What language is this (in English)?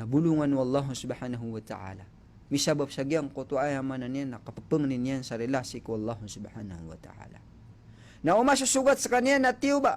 Maranao